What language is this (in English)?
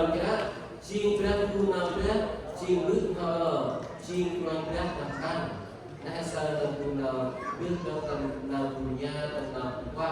Central Mnong